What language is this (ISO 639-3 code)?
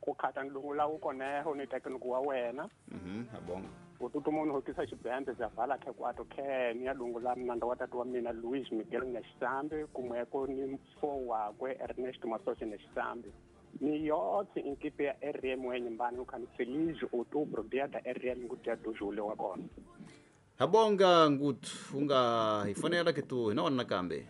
tso